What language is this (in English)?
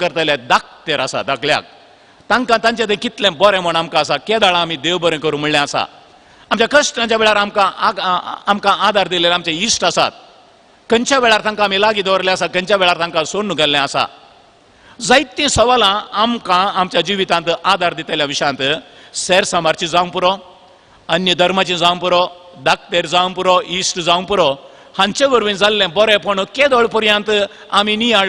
Konkani